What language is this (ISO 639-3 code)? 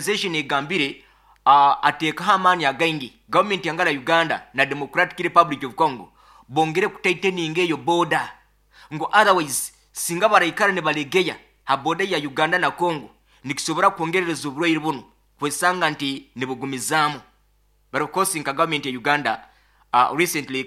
nyo